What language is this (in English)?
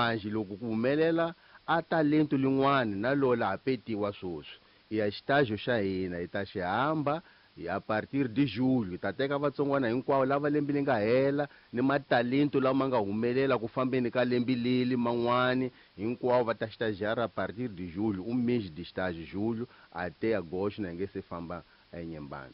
Tsonga